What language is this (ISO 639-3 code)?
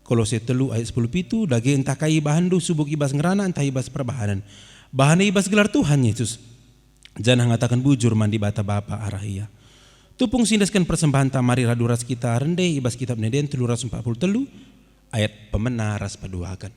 btx